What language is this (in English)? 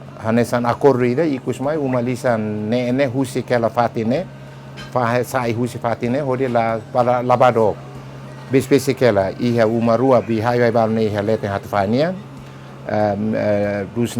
Tetum